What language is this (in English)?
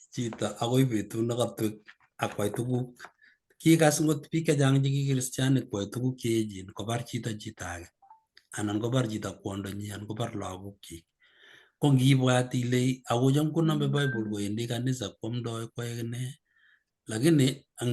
Kalenjin